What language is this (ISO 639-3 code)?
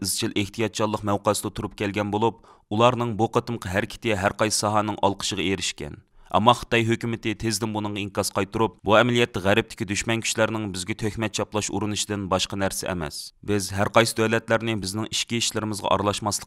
uig